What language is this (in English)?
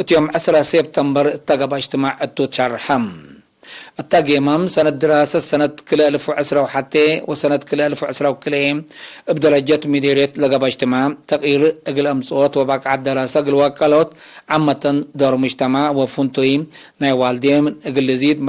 Tigre